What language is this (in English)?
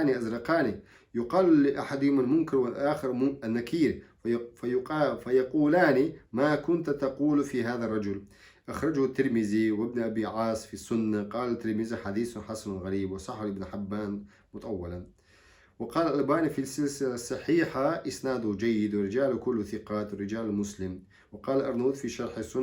Chechen